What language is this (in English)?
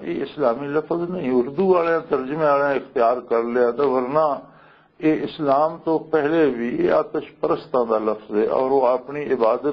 Western Panjabi